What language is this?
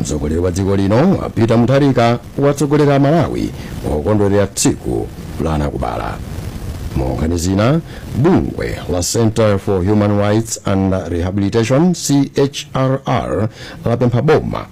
Nyanja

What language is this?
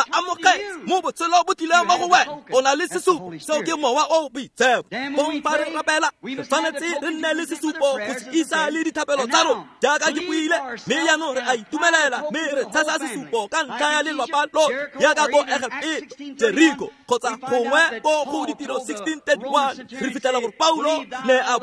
Tswana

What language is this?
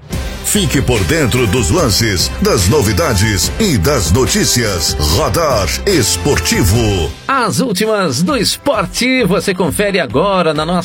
Portuguese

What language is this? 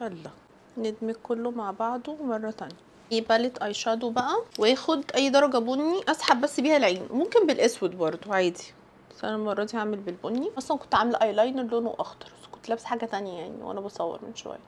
Egyptian Arabic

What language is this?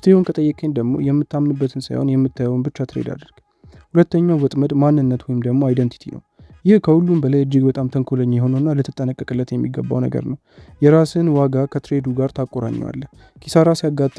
Amharic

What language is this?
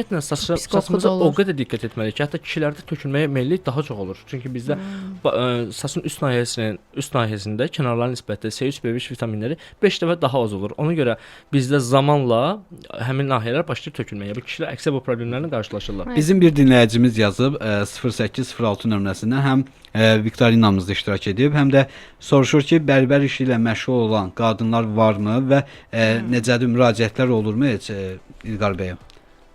Azerbaijani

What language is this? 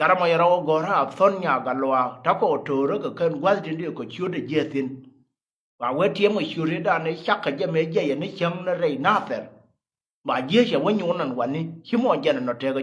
Nuer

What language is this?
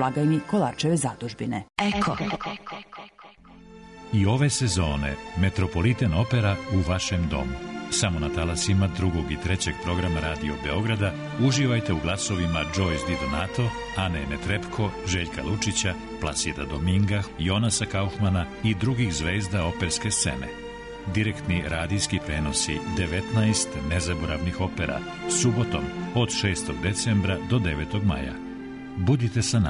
Serbian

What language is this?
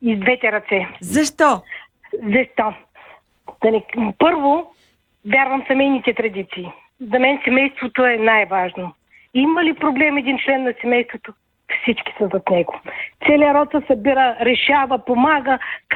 Bulgarian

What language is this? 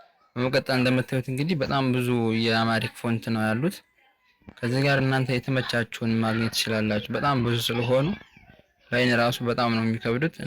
Amharic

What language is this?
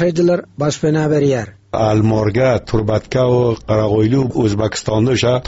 Turkmen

